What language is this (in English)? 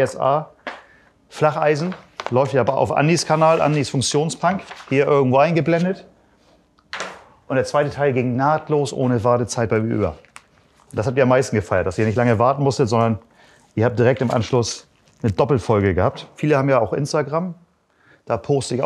German